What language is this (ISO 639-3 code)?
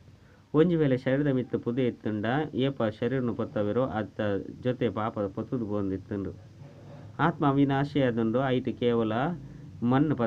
tcy